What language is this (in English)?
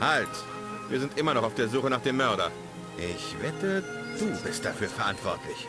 Bavarian